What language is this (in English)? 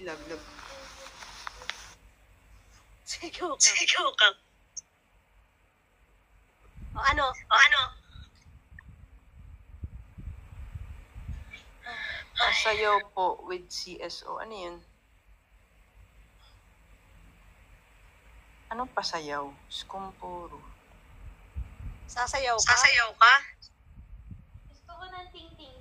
Filipino